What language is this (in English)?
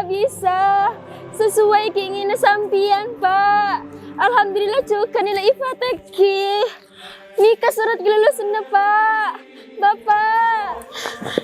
Madurese